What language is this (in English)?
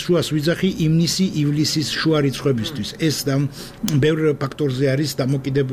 Georgian